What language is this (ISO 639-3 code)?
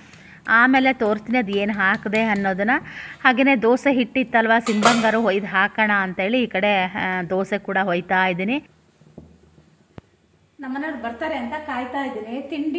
kan